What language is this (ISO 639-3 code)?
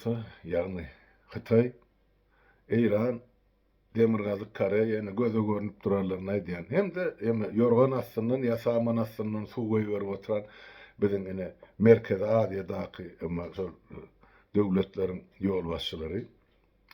tuk